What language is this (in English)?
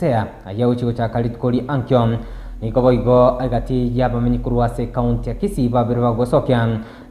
Gusii